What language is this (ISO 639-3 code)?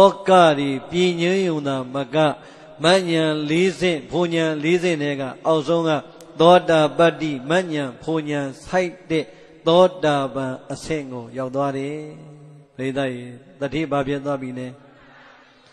mya